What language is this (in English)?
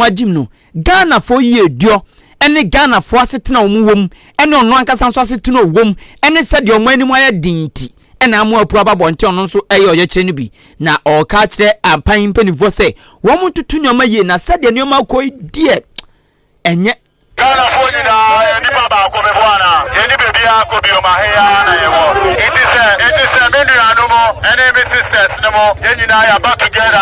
Akan